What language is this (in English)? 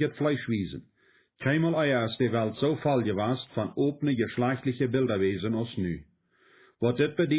Plautdietsch